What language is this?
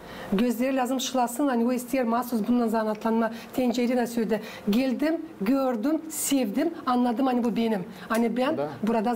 Gagauz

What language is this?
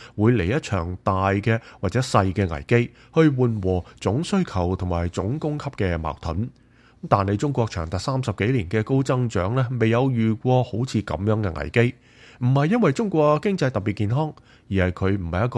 Cantonese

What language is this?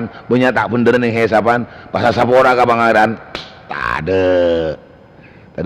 Madurese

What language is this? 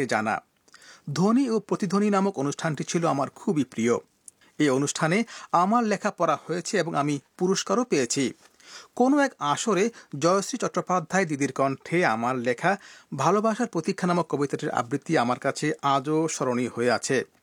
Bangla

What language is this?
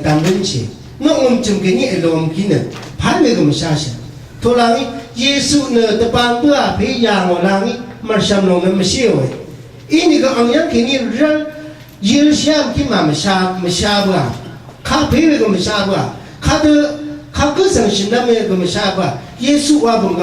Rawang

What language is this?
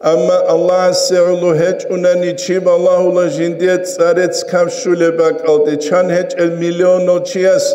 Avaric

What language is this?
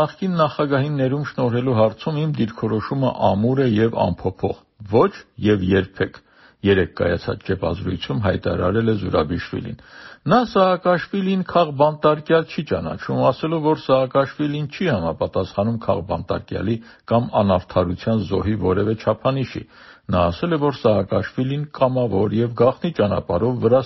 Armenian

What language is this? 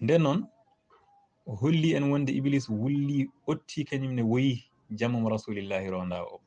Fula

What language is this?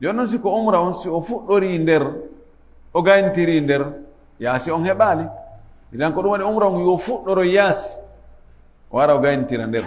Fula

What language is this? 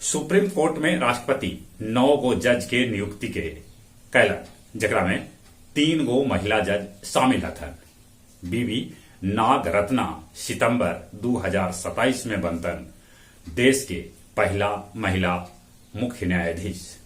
Magahi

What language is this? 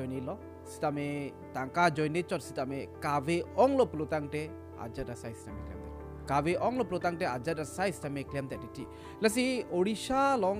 Karbi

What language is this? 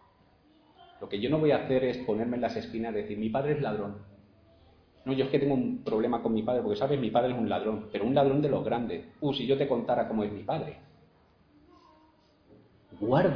Spanish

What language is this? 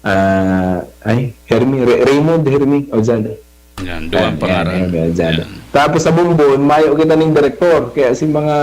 Bikol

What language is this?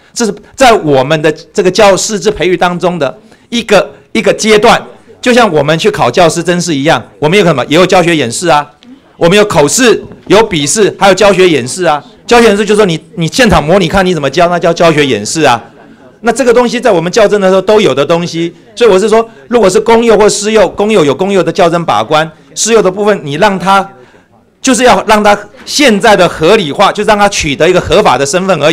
Chinese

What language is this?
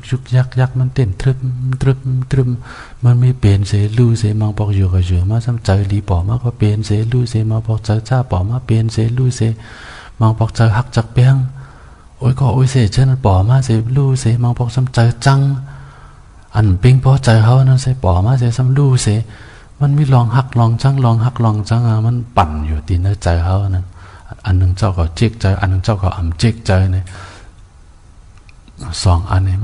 Shan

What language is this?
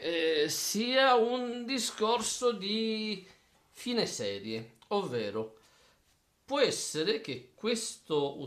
Italian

